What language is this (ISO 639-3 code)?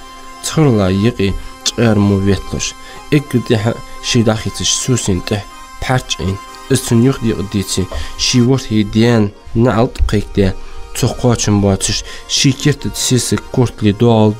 inh